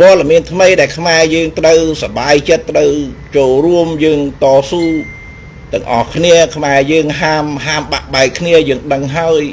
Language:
Khmer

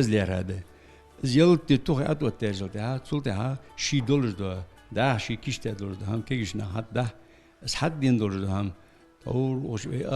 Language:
Ingush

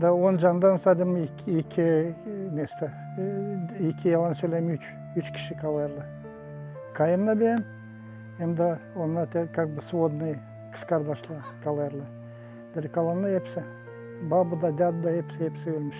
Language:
Gagauz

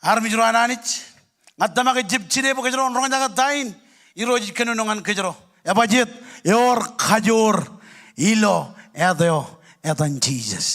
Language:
Marshallese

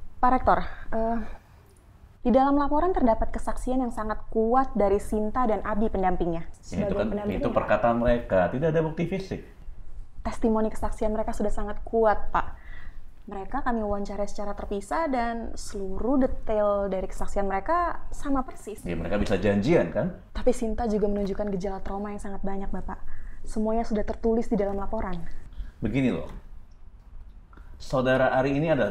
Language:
Indonesian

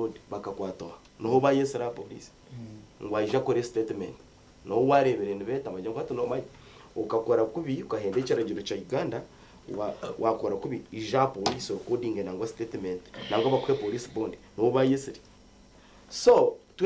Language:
Nyankole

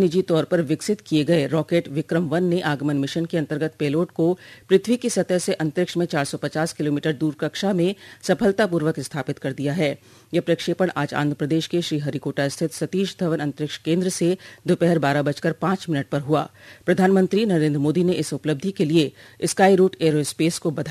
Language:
Hindi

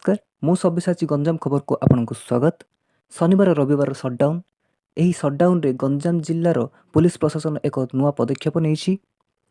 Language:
Odia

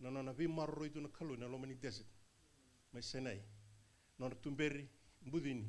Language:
Fijian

